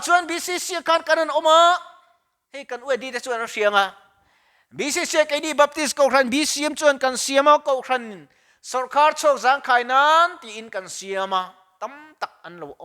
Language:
Mizo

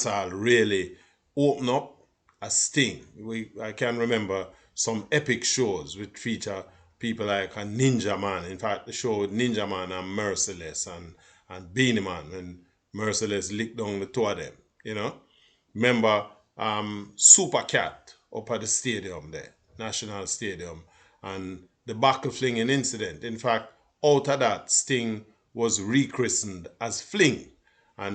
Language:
Jamaican Creole English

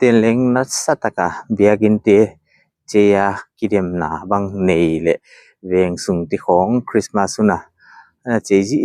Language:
Paite Chin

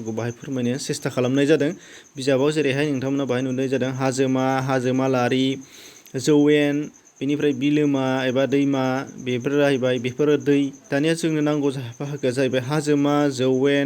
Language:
Bodo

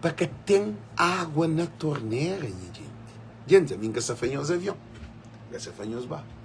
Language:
Kabuverdianu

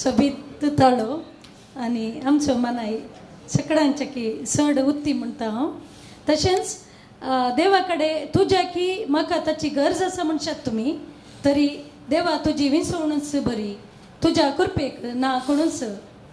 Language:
Konkani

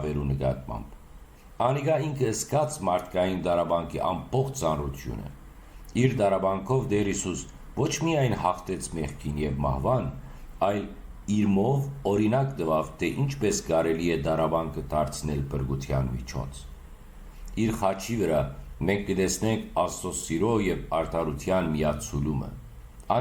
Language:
Western Armenian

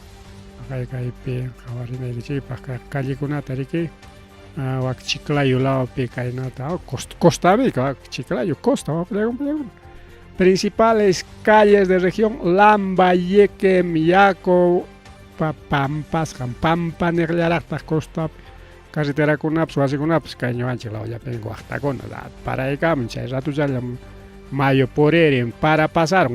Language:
Ayacucho Quechua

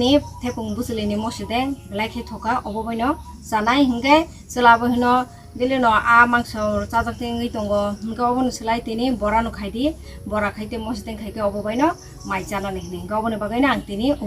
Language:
Kok Borok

